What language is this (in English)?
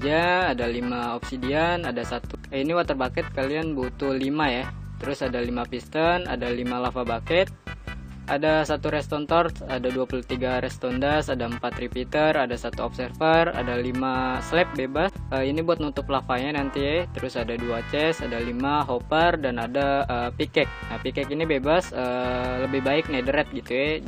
Indonesian